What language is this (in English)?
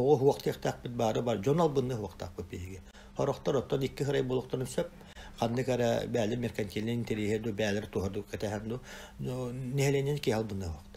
Yakut